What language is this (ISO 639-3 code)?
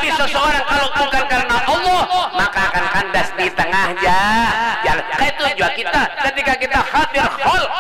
bjn